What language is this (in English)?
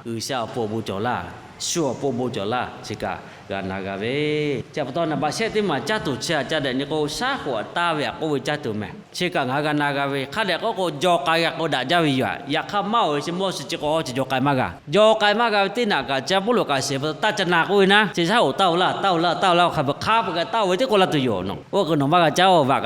Lahu